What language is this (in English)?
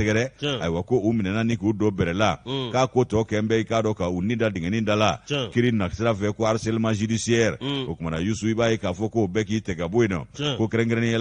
Bambara